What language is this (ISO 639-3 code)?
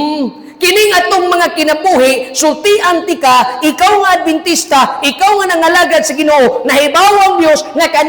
ceb